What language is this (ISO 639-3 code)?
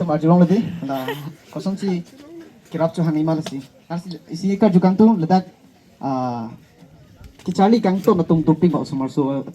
mjw